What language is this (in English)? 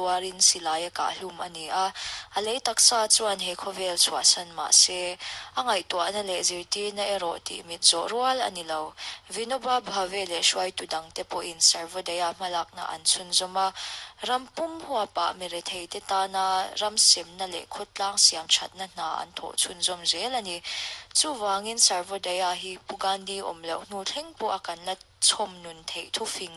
Mizo